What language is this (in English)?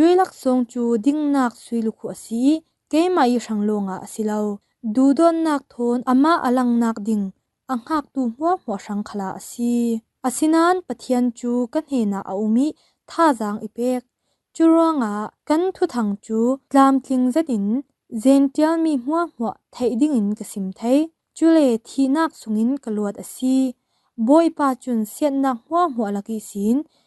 Falam Chin